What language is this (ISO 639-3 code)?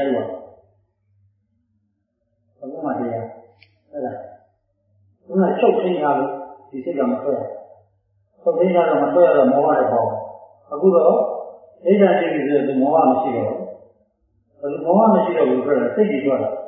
mya